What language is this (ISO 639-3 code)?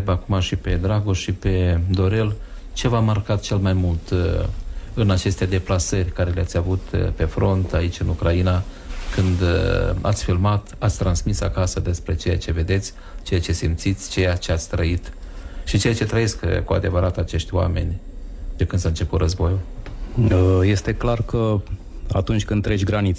ron